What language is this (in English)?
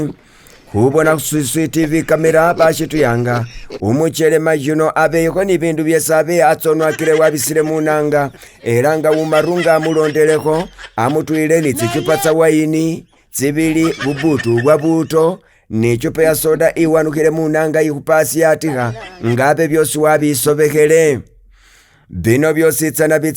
Masaaba